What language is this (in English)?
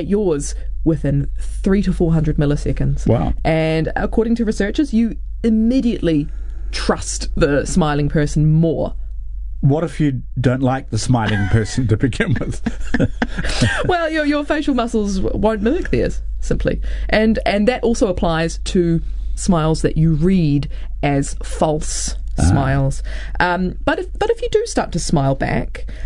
English